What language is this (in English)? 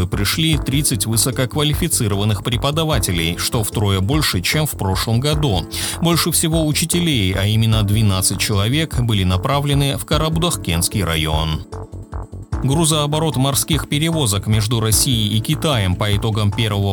Russian